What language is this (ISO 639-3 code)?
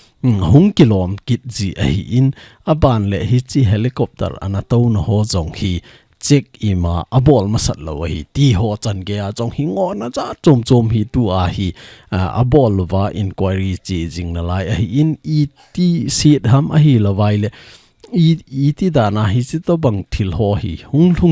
tcz